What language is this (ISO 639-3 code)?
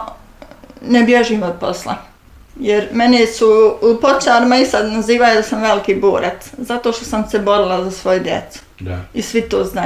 bos